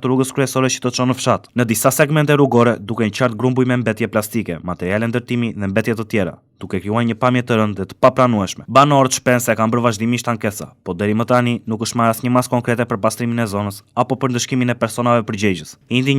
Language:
Albanian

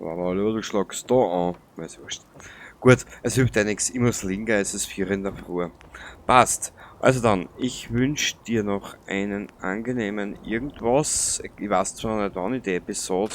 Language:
Bavarian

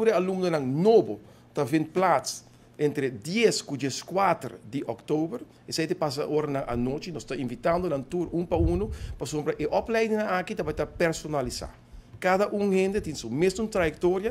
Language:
Papiamento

